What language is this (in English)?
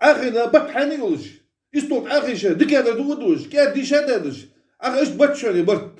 Ingush